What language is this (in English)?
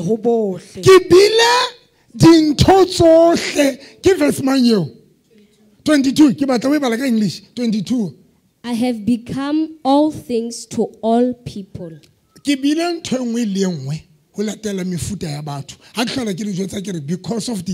Southern Sotho